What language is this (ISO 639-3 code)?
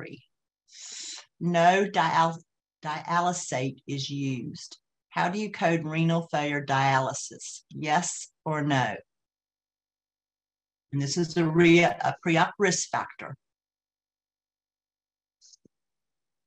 eng